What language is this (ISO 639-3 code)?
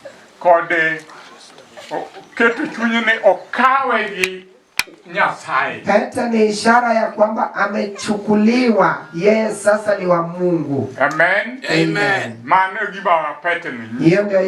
luo